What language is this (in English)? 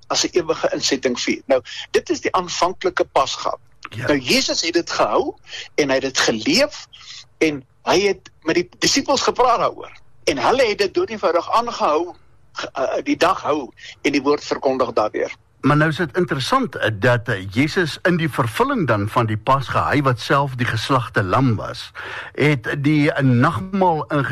Afrikaans